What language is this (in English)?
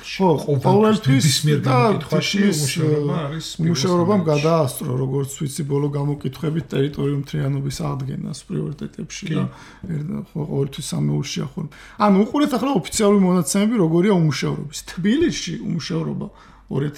Georgian